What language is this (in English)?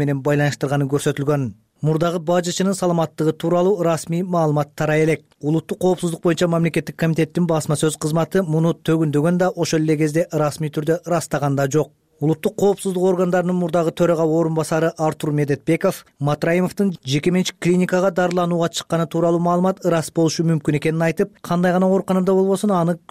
Kyrgyz